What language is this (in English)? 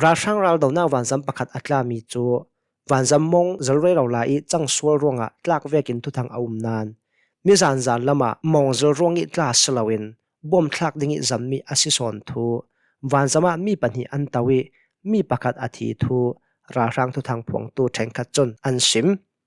Hakha Chin